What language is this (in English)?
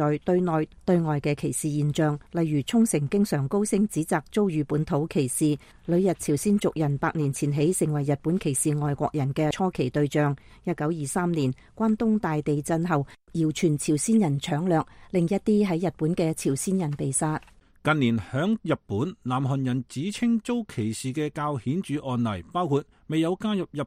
Cantonese